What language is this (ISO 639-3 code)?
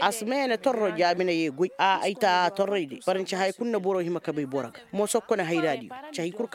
ses